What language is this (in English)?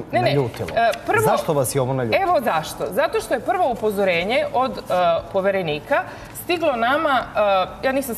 Serbian